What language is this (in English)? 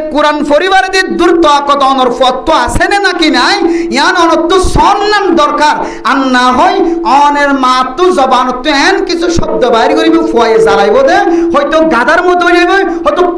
Rohingya